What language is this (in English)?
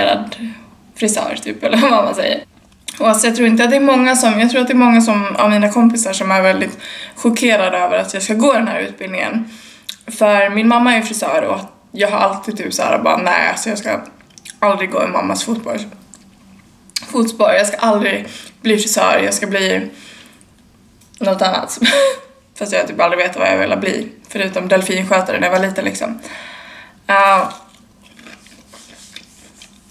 Swedish